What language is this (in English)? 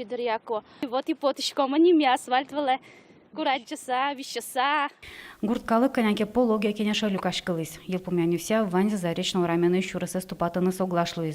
Udmurt